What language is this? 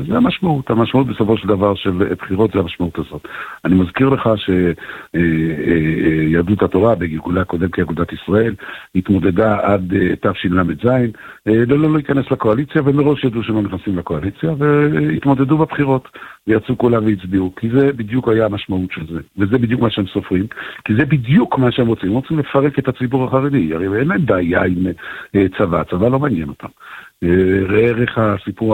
Hebrew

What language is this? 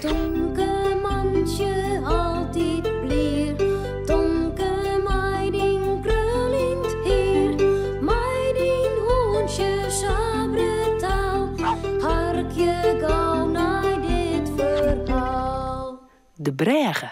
Western Frisian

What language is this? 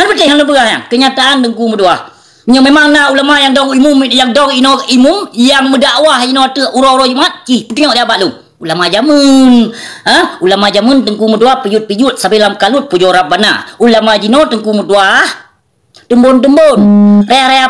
Achinese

